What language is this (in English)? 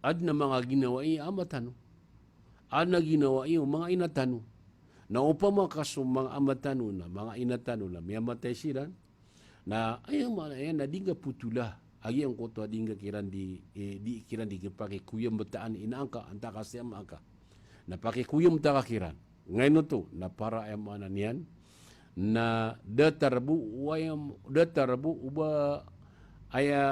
Maranao